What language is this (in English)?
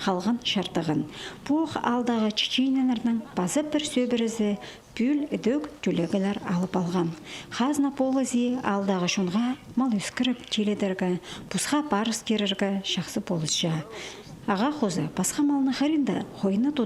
Khakas